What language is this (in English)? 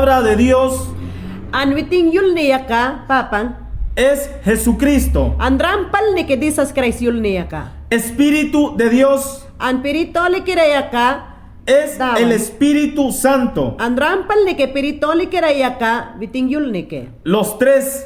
Mayangna